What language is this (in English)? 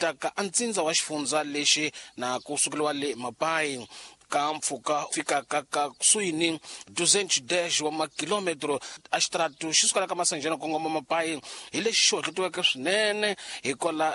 Tsonga